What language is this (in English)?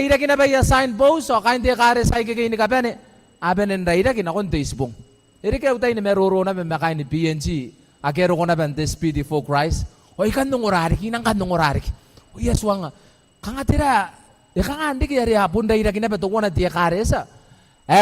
Gilbertese